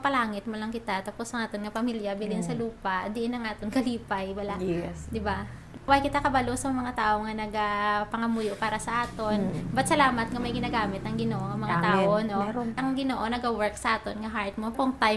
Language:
Hiligaynon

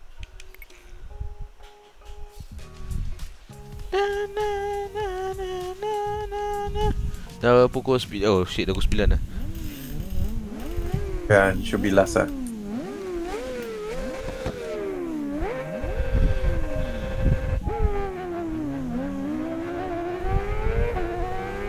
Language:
Malay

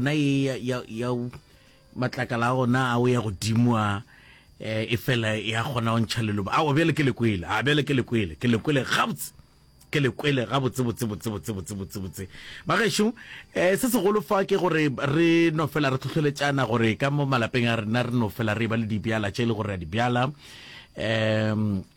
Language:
Northern Sotho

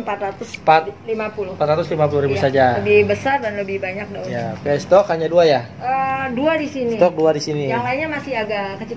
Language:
Indonesian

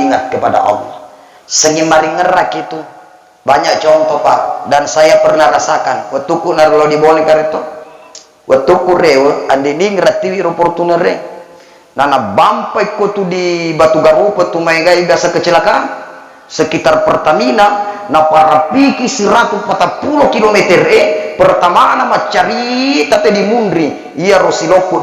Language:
Buginese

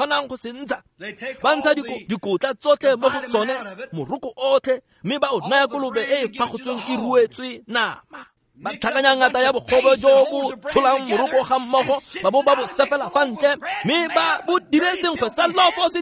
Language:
Tswana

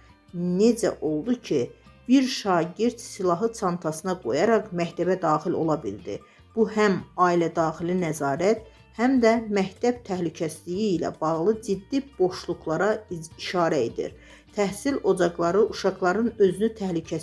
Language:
Azerbaijani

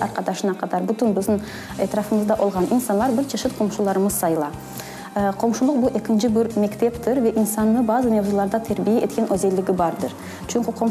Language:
Crimean Tatar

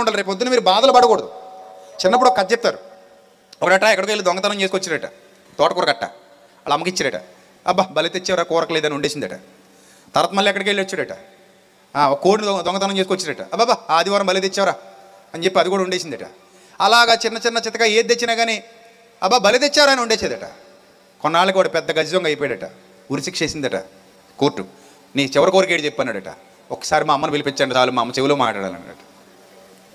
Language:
Telugu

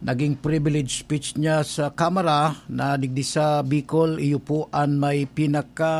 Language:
Bikol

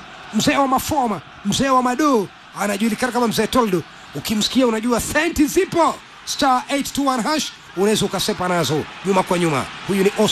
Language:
Swahili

